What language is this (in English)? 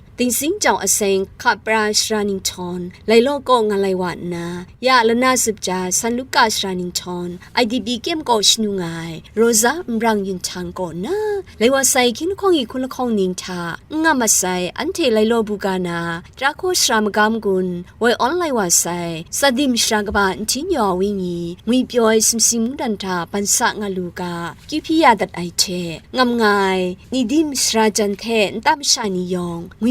Kachin